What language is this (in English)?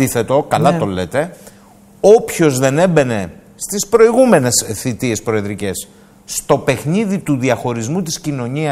Greek